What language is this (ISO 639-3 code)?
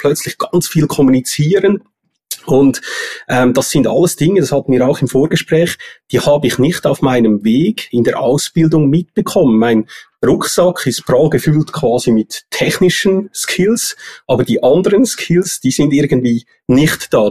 deu